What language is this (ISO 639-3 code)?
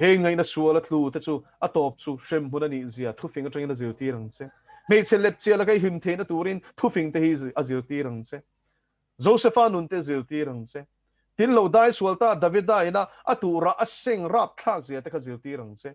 lus